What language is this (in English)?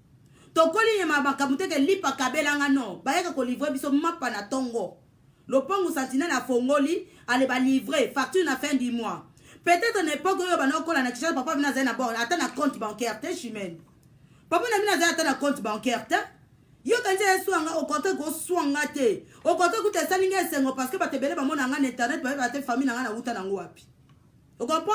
Lingala